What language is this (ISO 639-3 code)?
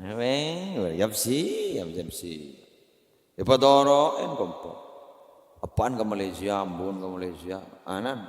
mad